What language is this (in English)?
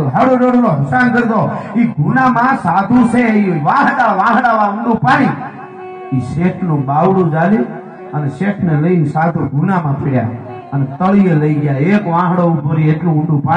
Gujarati